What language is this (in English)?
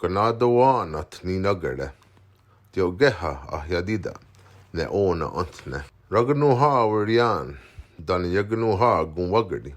Mohawk